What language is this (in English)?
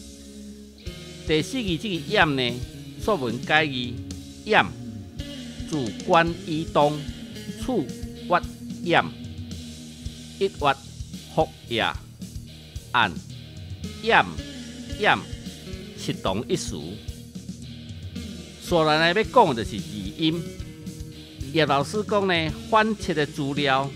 Min Nan Chinese